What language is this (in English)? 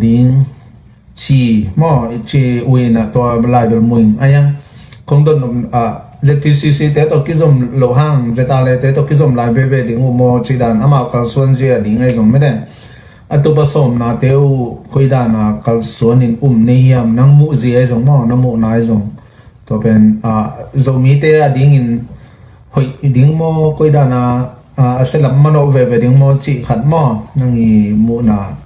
Tedim Chin